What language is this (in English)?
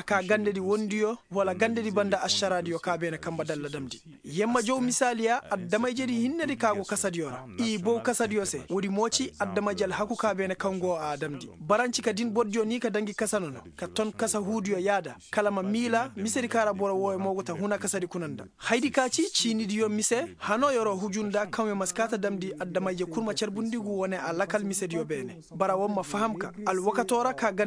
Koyraboro Senni